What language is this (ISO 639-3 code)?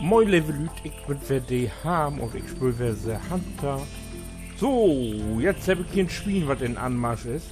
nds